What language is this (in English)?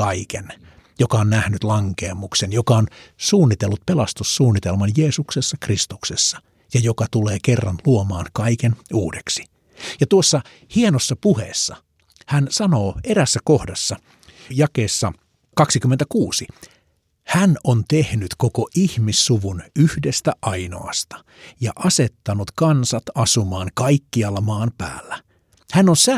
Finnish